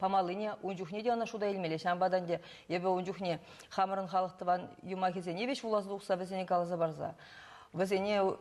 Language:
Chuvash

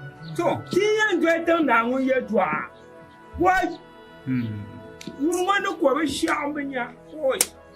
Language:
Dagbani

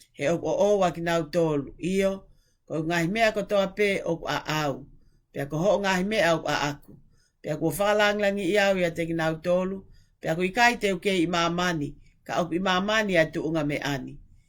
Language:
Tongan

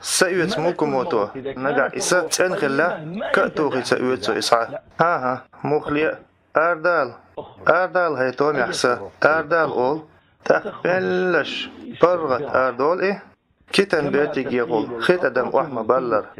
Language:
Chechen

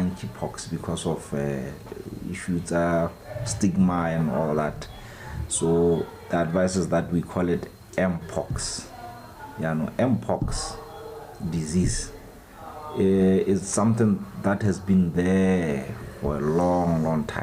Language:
Tswana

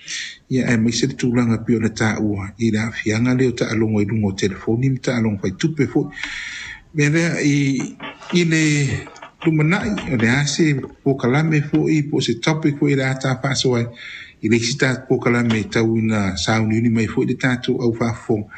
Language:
Samoan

